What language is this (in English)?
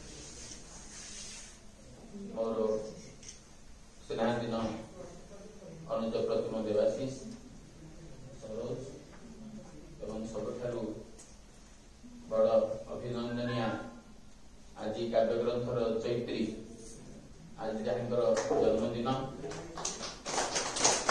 Odia